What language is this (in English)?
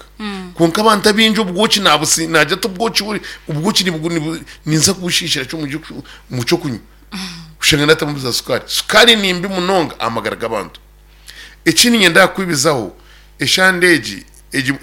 Nyankole